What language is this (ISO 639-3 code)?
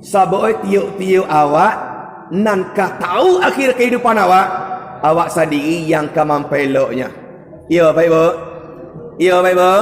min